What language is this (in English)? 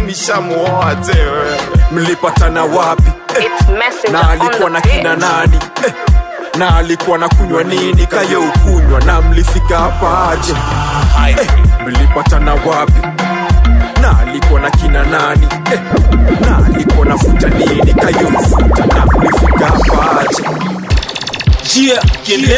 Swahili